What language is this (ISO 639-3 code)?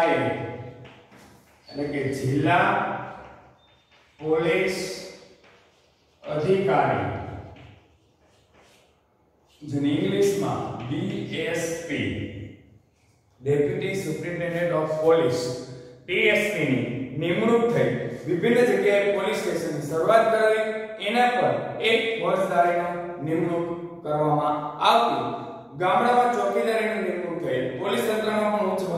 guj